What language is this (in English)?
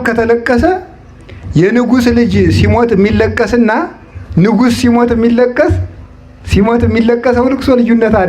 Amharic